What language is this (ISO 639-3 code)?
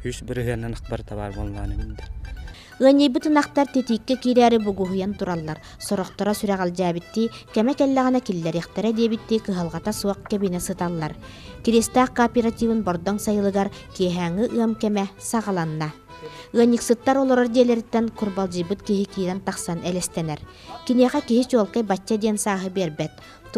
sah